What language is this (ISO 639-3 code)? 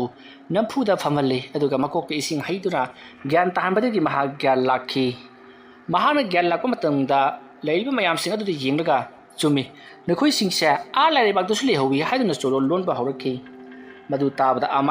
mni